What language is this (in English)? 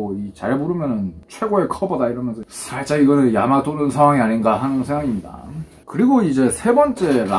Korean